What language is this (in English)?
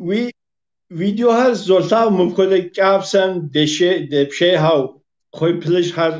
Kabardian